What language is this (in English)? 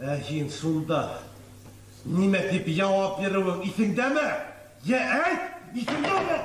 Bashkir